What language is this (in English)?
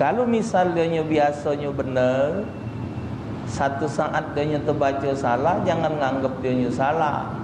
Musi